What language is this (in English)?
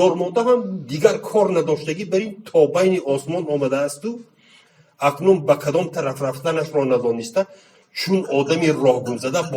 Tajik